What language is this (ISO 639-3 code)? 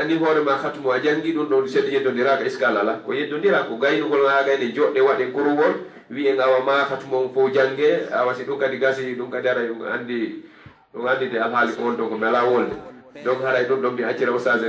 ful